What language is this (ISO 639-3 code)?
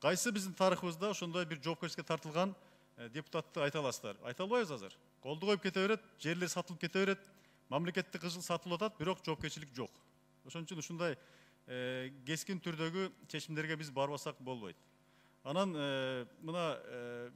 kir